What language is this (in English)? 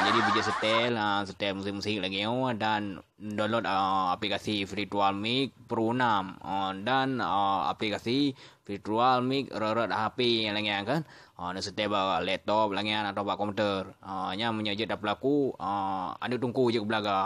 Achinese